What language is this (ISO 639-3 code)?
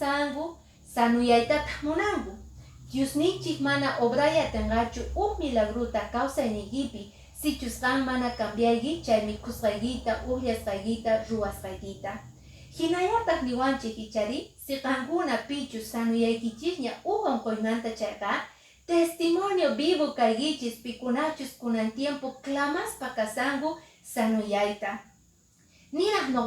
que